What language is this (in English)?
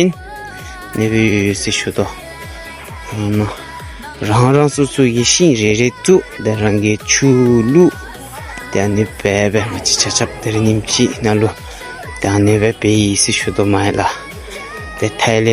Dzongkha